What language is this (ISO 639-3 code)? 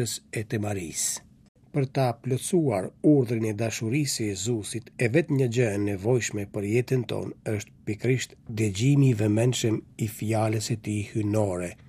sqi